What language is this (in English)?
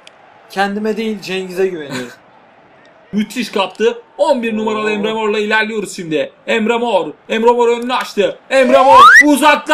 Turkish